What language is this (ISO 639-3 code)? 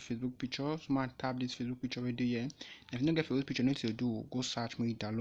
pcm